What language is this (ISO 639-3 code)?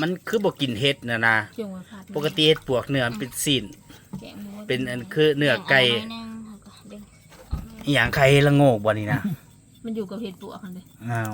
tts